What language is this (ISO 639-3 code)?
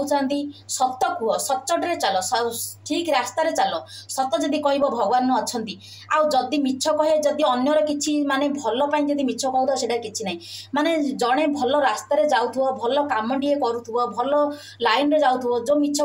ori